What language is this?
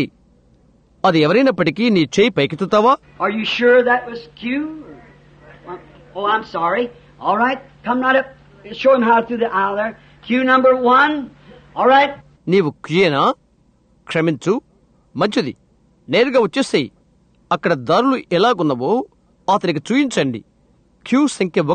Telugu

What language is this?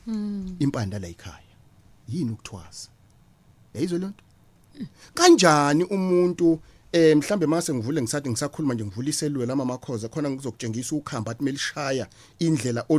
Zulu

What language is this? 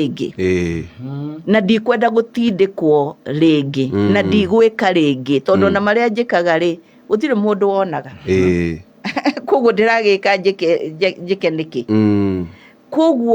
Kikuyu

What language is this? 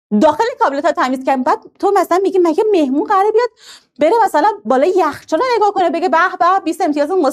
Persian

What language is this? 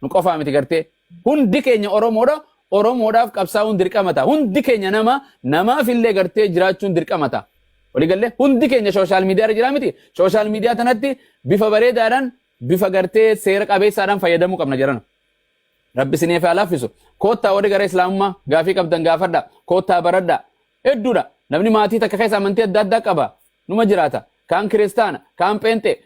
Oromo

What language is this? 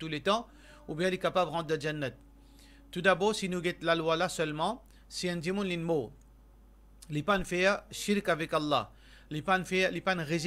Morisyen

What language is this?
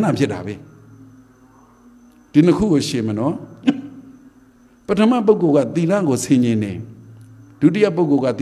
Burmese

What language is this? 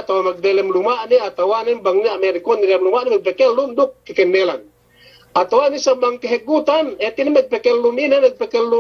Yakan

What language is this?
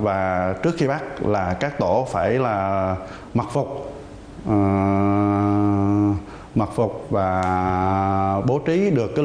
Vietnamese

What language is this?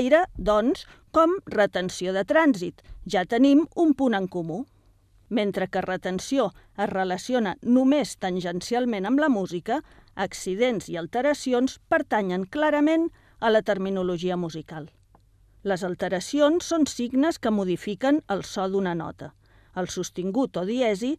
Catalan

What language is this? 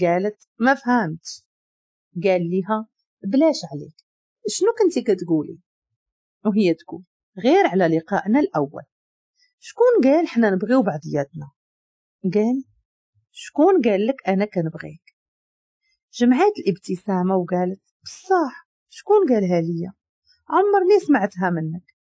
Moroccan Arabic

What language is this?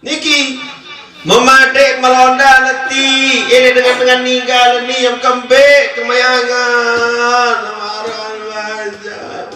Sasak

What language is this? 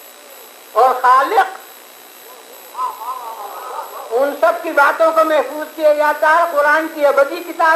Urdu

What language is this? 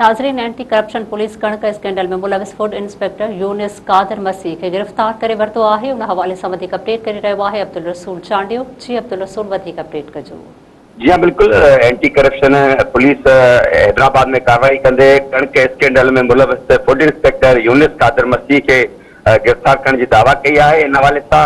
Sindhi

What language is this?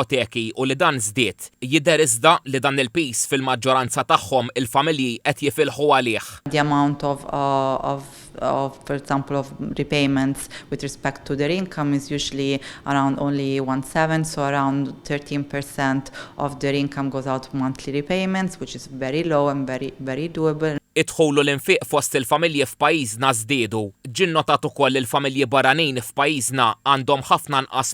Maltese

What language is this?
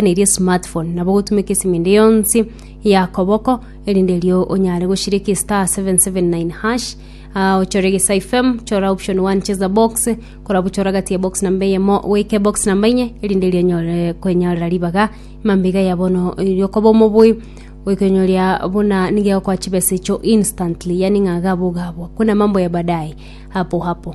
Gusii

